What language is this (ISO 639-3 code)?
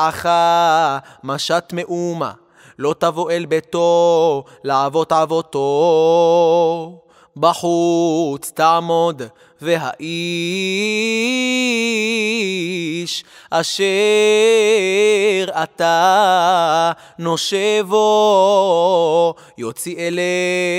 heb